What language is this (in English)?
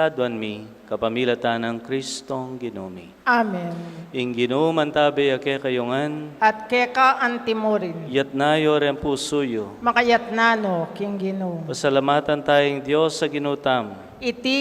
Pampanga